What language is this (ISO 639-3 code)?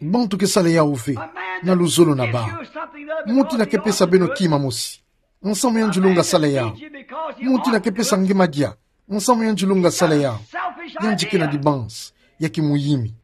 ktu